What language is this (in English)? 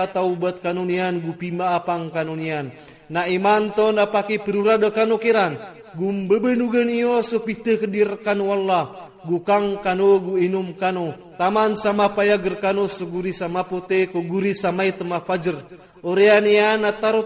Iranun (Philippines)